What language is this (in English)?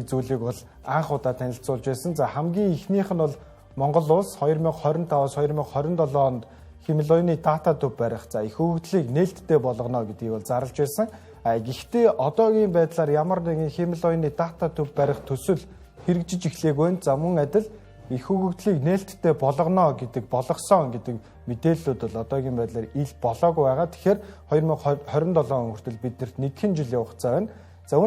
Mongolian